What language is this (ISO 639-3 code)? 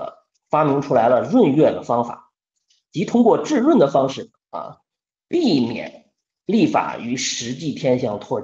zho